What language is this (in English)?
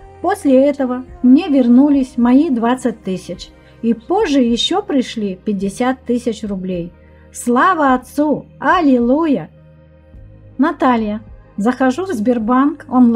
Russian